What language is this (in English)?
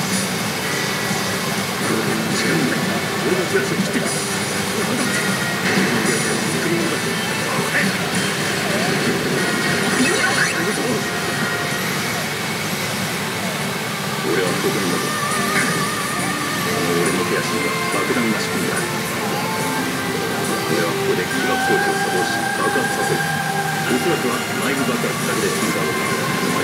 Japanese